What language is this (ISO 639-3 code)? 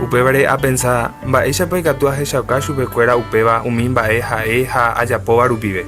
grn